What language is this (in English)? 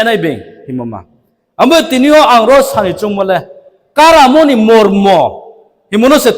Riang (India)